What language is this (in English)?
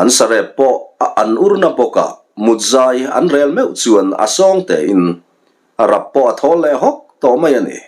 Mizo